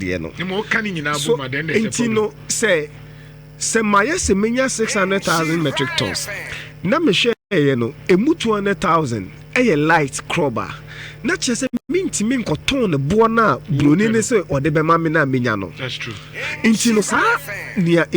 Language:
Akan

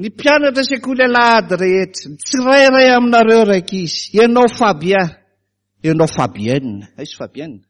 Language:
Malagasy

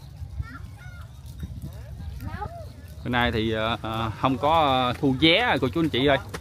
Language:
Vietnamese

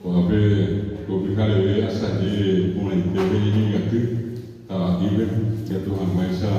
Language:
Guarani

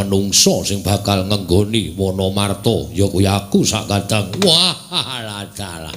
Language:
Javanese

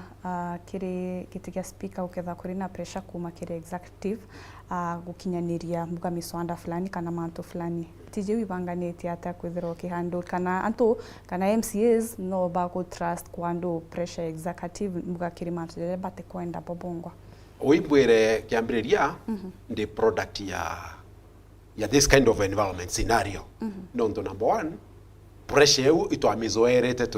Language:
Meru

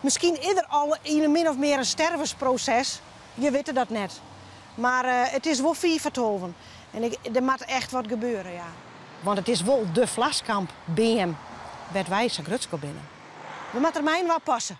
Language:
Western Frisian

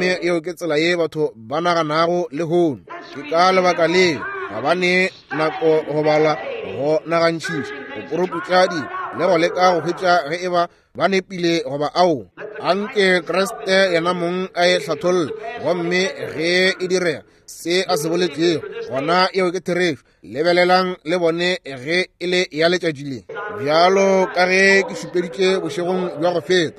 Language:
Northern Sotho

